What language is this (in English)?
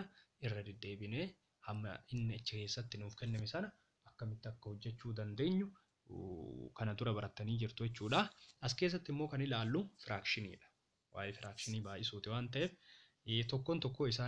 Oromo